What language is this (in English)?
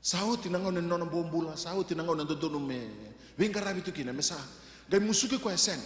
Fijian